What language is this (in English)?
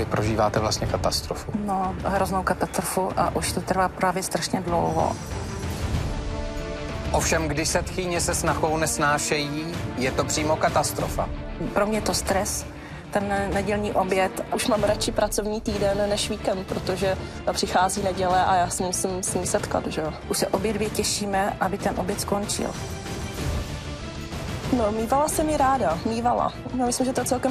Czech